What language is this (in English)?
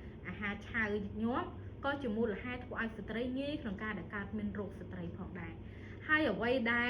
Khmer